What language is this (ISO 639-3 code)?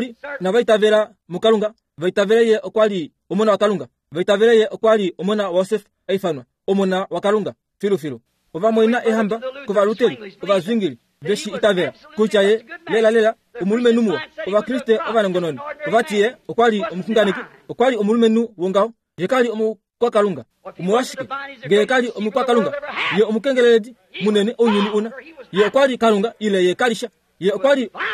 kua